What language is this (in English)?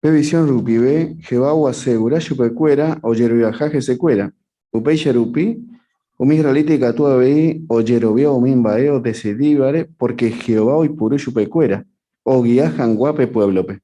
Guarani